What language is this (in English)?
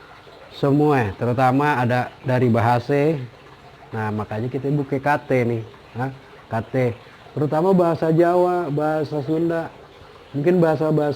Betawi